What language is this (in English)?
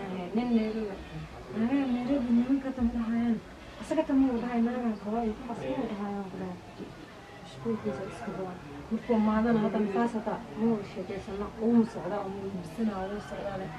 Somali